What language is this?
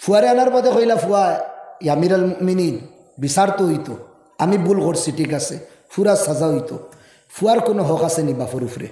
Sylheti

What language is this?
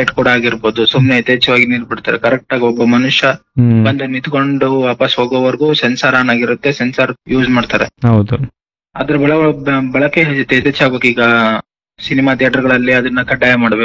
Kannada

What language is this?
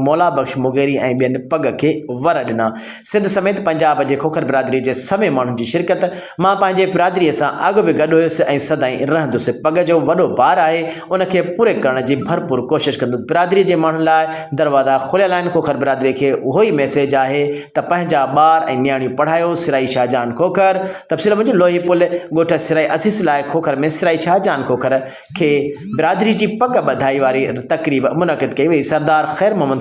Sindhi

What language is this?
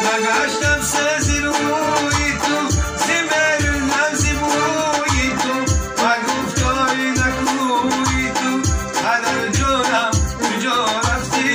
Tajik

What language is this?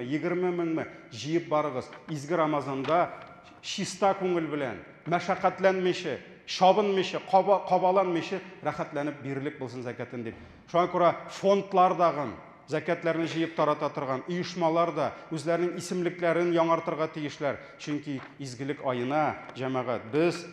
Tatar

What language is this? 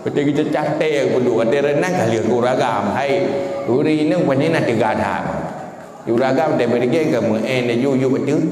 Achinese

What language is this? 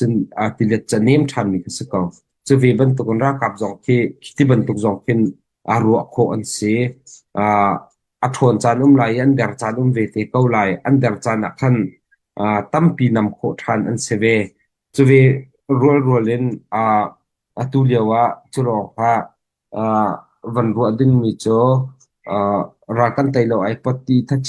Hakha Chin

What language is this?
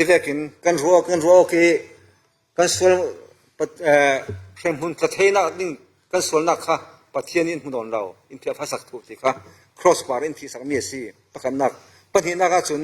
Falam Chin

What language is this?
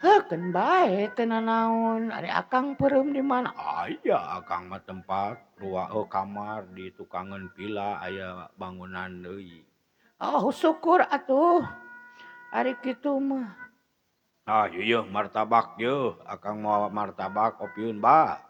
Sundanese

